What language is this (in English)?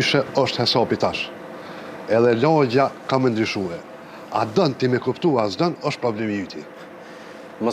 Albanian